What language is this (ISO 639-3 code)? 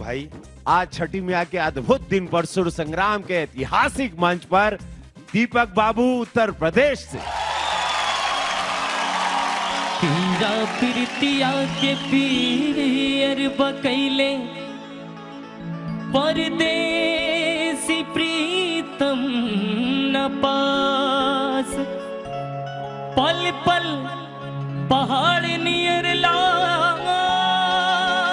bho